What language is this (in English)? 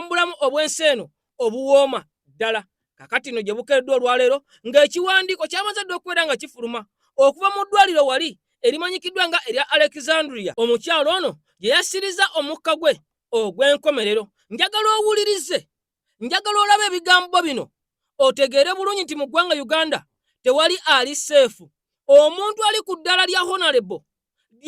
Ganda